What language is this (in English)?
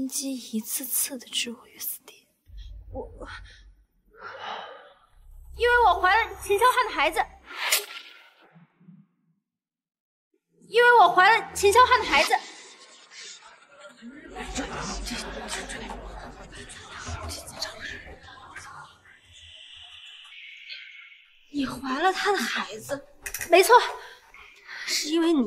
Chinese